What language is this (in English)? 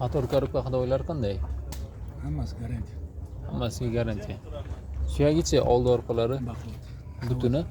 Uzbek